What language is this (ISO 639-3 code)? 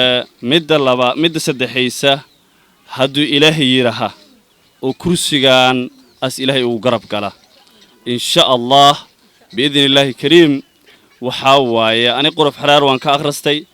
som